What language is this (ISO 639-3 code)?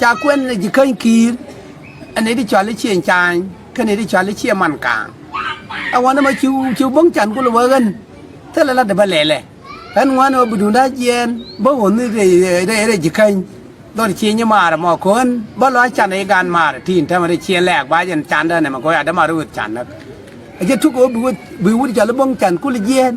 nus